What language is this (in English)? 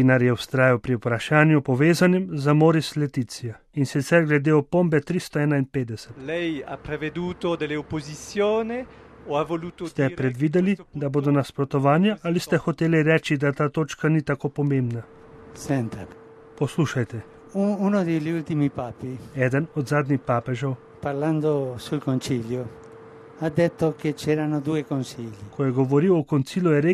Slovenian